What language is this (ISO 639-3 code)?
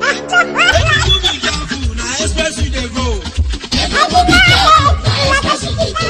pcm